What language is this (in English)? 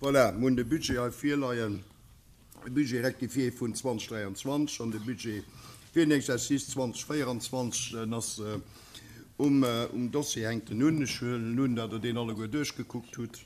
Luxembourgish